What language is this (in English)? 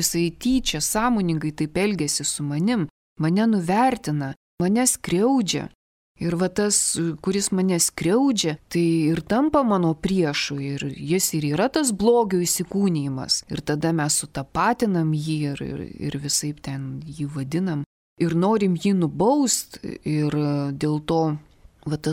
Lithuanian